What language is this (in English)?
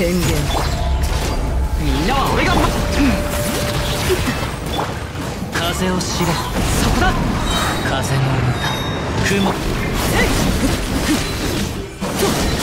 Japanese